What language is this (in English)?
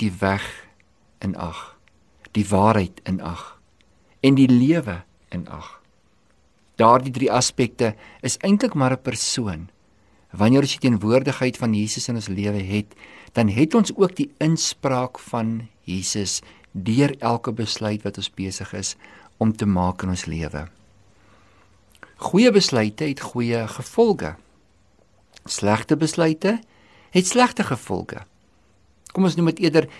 Afrikaans